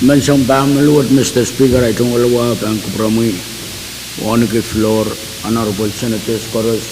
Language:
Pohnpeian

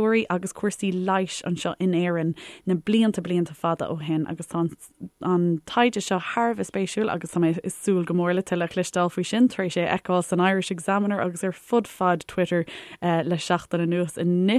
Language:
Irish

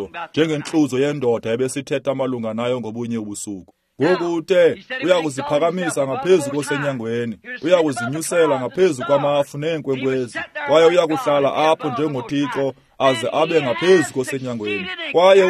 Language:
Xhosa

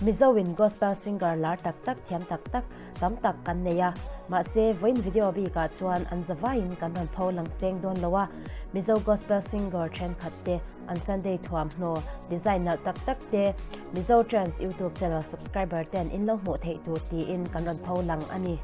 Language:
Mizo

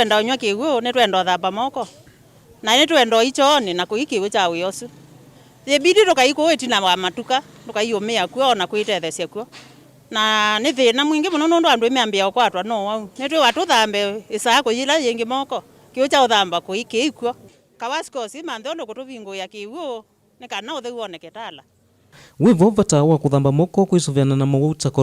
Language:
Kamba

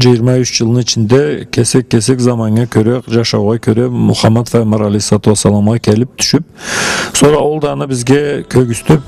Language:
Karachay-Balkar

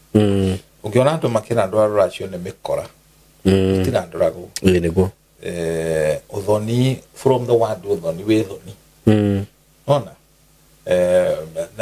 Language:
Kikuyu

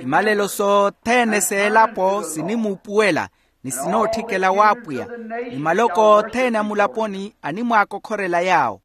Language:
Makhuwa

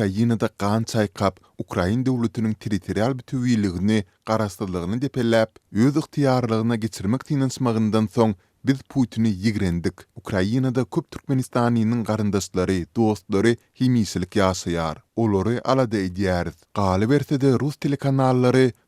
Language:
Turkmen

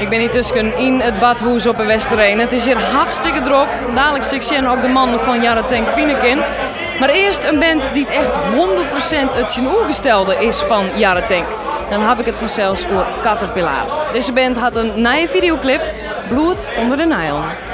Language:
Western Frisian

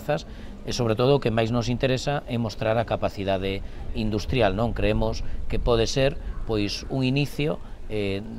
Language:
Galician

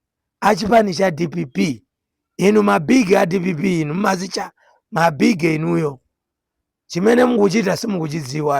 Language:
Nyanja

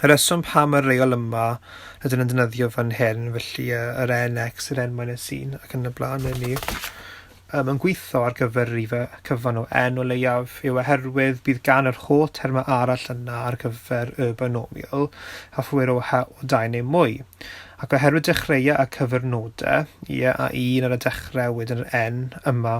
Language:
Welsh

